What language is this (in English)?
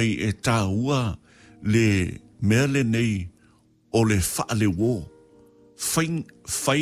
Samoan